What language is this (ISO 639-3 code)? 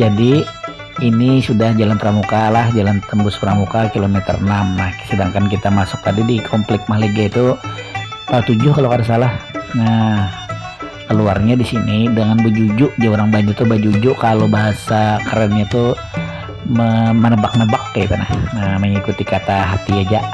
bjn